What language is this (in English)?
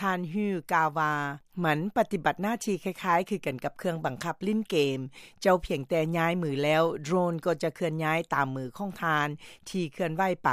Lao